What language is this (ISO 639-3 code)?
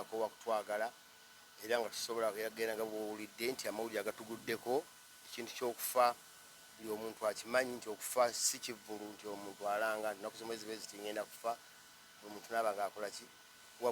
lug